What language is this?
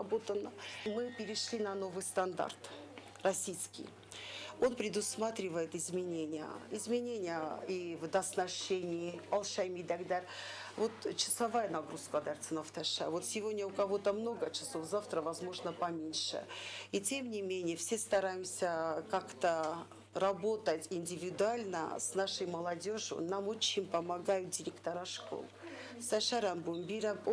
Ossetic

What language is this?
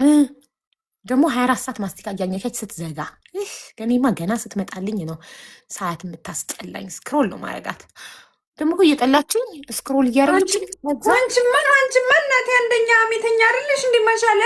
Amharic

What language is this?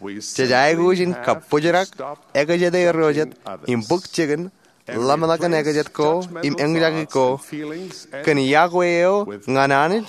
Marshallese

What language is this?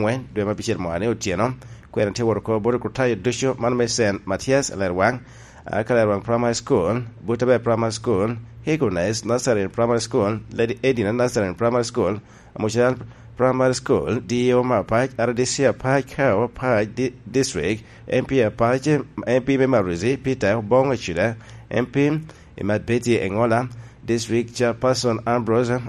Lango (Uganda)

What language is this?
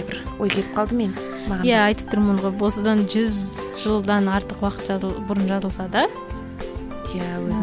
Kazakh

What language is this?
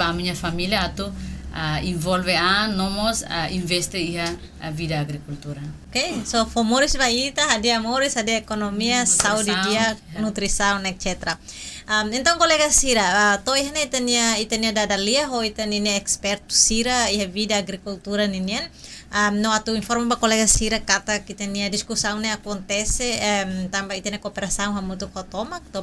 Tetum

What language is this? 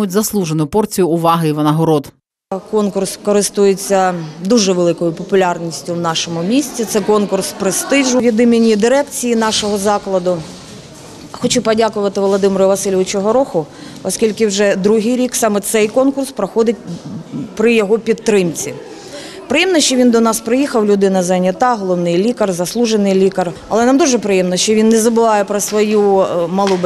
Ukrainian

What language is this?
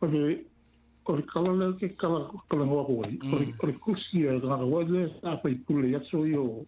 Samoan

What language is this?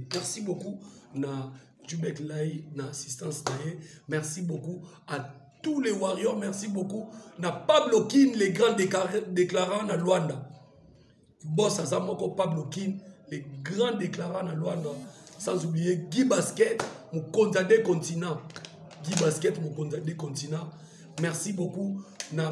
Lingala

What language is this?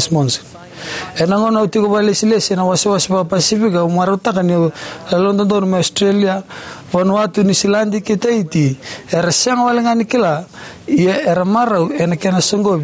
Fijian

